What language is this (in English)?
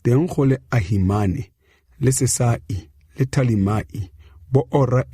Tswana